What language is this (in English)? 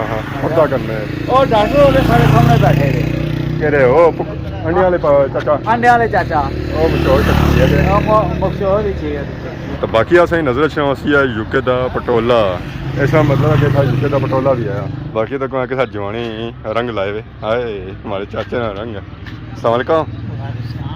Pahari-Potwari